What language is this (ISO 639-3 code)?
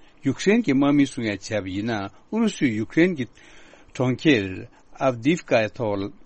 bod